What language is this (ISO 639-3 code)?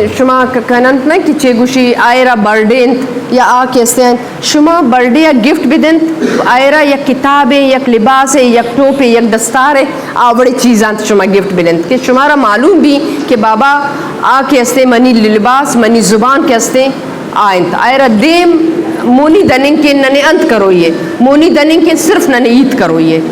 bgp